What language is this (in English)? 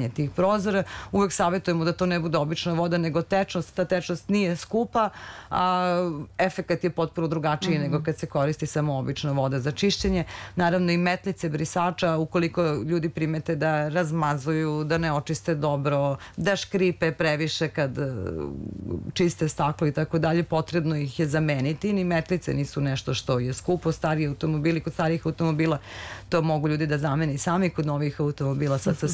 Serbian